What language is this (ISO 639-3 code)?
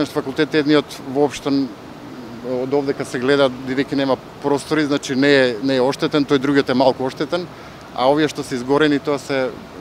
mkd